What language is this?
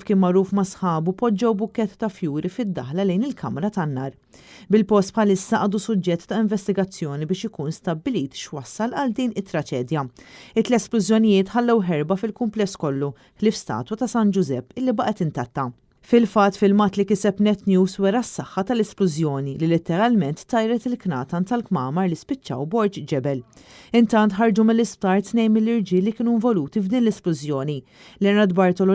Maltese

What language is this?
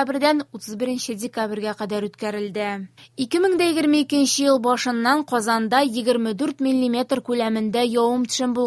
Tatar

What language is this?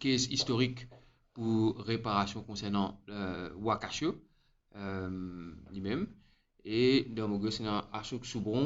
Morisyen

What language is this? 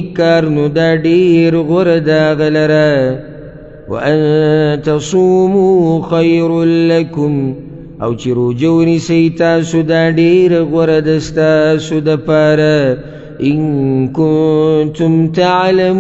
Pashto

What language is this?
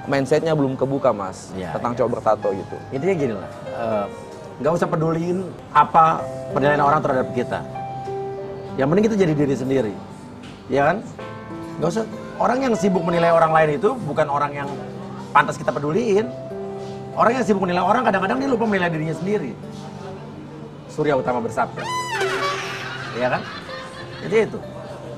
Indonesian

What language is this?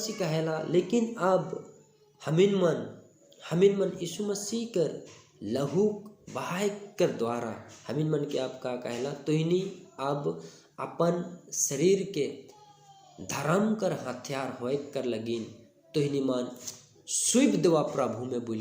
Sadri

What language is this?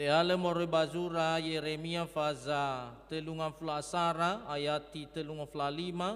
Nias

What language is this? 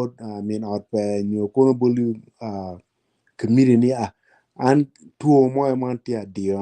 Acoli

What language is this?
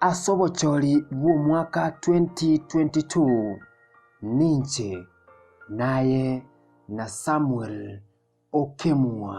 Gusii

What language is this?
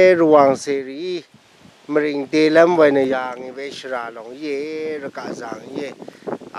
Rawang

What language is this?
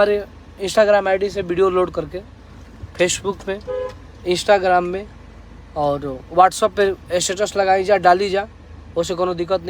Bhojpuri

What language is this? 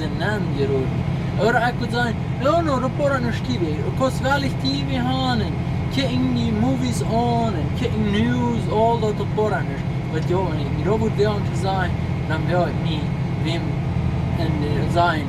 Plautdietsch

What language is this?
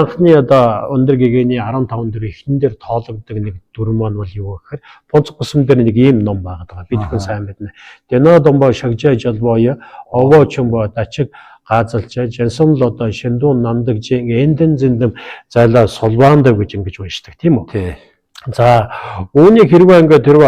Mongolian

